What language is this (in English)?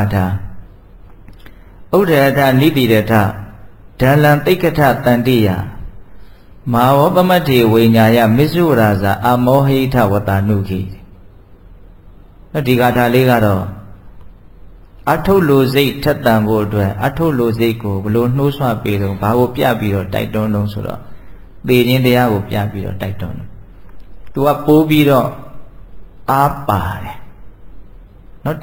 Burmese